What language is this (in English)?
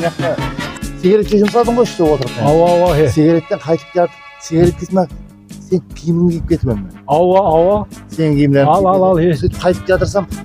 Kara-Kalpak